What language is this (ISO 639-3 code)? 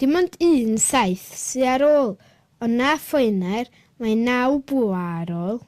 cym